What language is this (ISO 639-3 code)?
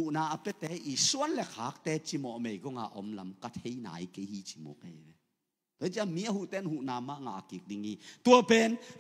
ctd